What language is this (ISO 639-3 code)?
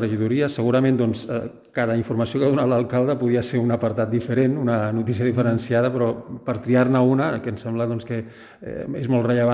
cat